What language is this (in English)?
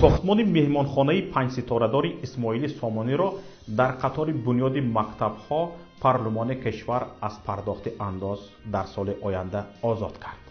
Tajik